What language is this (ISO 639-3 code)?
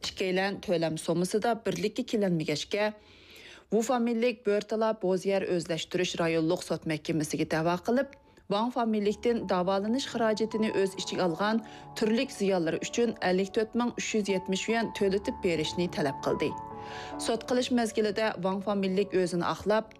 uig